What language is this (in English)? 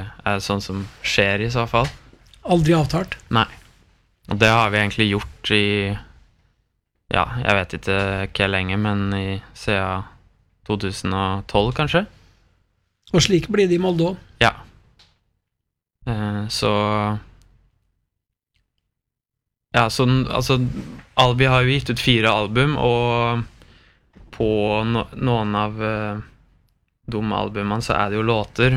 Norwegian